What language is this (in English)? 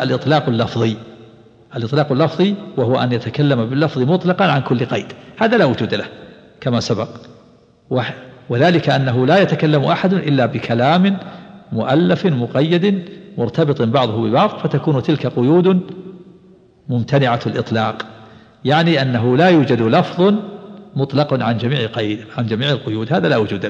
Arabic